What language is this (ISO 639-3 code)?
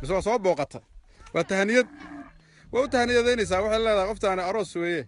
som